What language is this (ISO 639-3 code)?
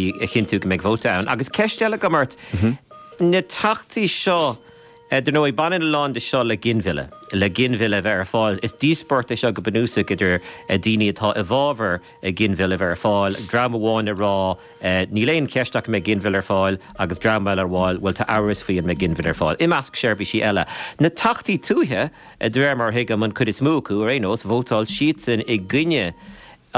gle